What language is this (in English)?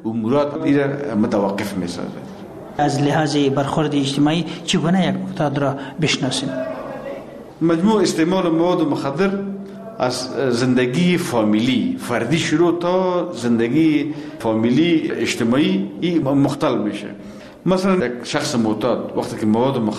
Persian